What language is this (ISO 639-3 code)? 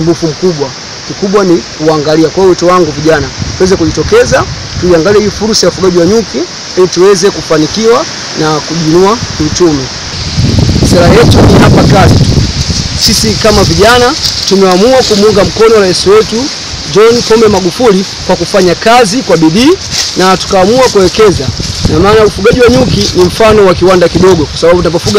swa